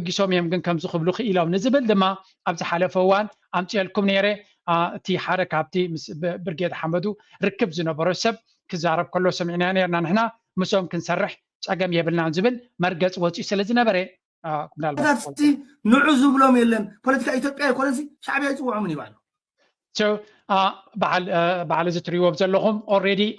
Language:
Tigrinya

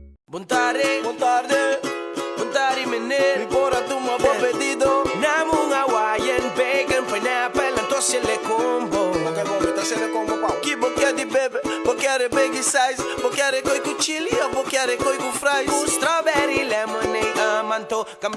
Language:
Papiamento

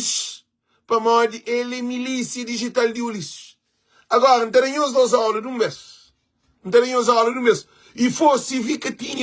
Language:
Kabuverdianu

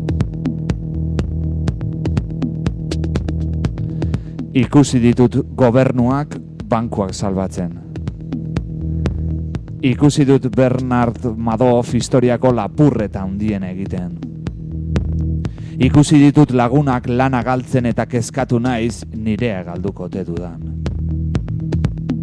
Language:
Basque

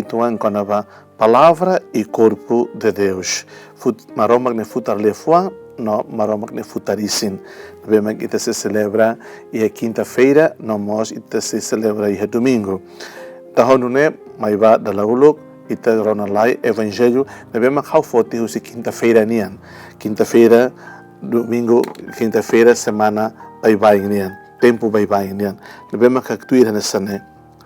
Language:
Tetum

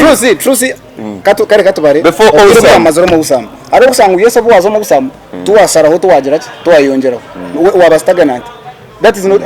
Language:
Nyankole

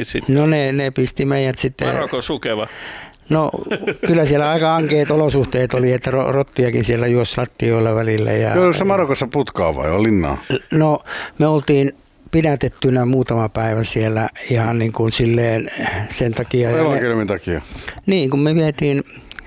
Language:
Finnish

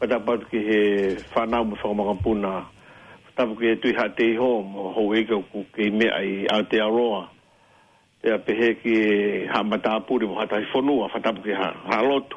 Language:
Tongan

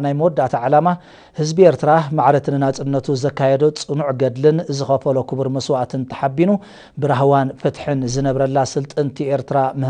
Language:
Tigrinya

